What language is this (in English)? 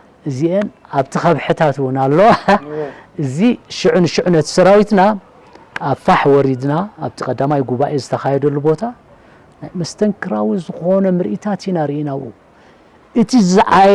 Tigrinya